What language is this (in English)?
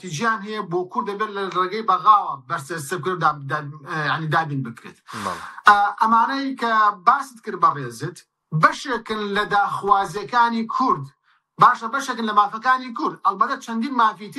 Central Kurdish